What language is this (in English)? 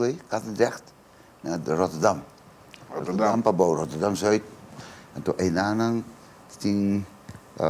Papiamento